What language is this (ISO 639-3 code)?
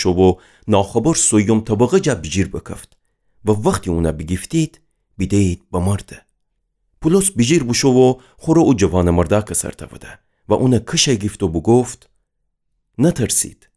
glk